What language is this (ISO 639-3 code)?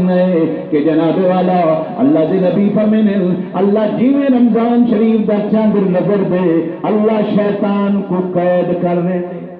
skr